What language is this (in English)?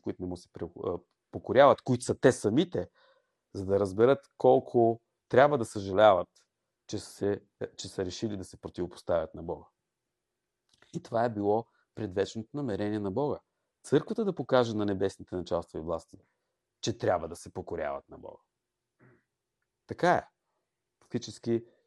Bulgarian